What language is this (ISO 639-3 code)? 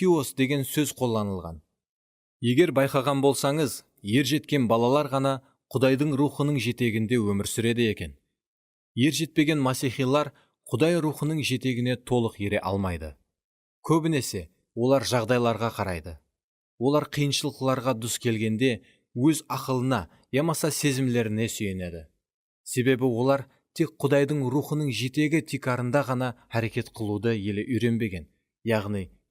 kaa